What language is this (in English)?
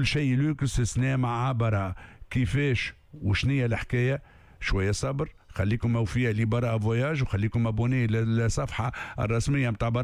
Tunisian Arabic